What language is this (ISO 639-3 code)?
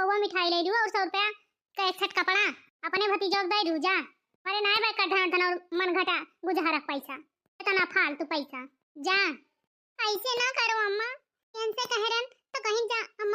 awa